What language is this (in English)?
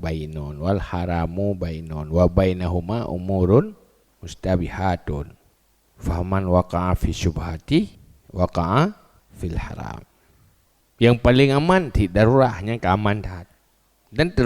Achinese